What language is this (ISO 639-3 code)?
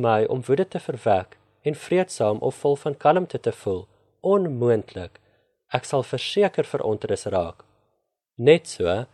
afr